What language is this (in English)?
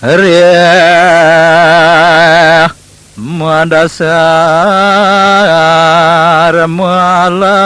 Balinese